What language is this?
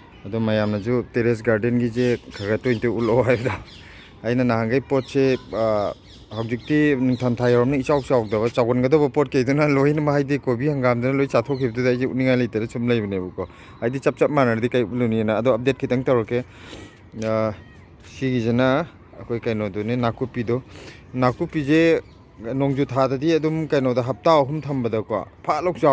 Manipuri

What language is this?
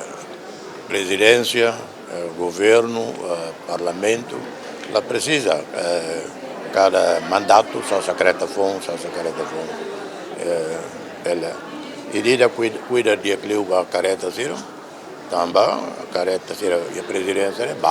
Tetum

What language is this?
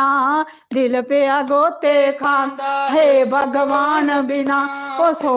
Dogri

